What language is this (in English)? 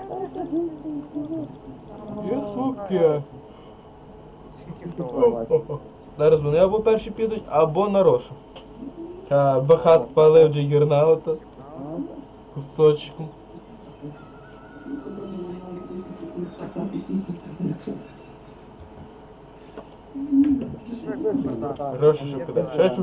Ukrainian